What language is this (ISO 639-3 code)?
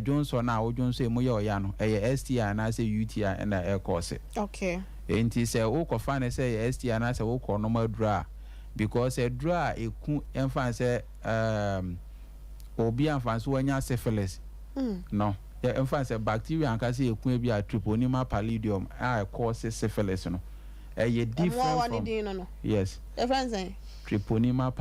aka